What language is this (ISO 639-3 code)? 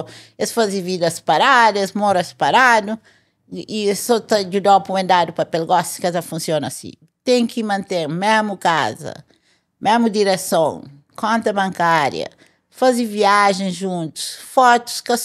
kea